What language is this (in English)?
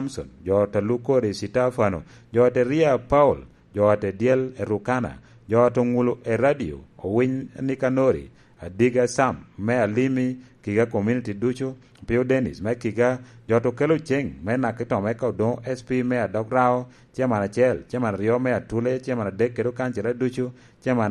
Lango (Uganda)